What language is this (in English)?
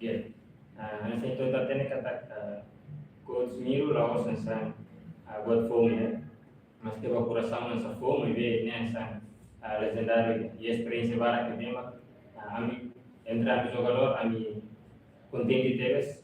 Tetum